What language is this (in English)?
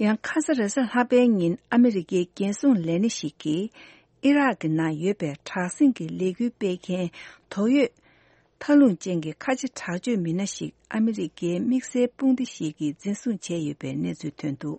Tibetan